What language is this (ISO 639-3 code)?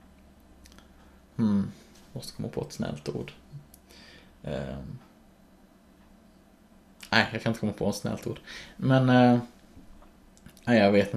swe